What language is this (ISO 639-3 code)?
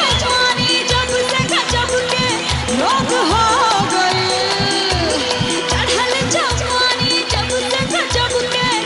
bho